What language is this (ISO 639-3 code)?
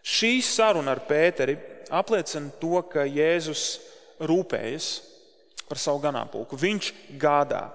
lav